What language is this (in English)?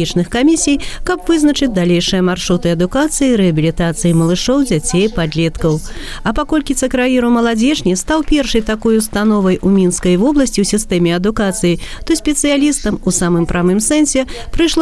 Belarusian